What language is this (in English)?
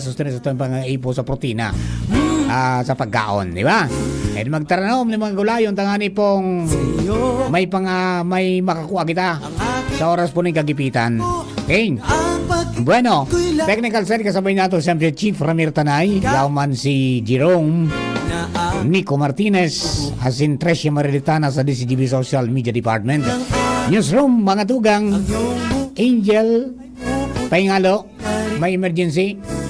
Bikol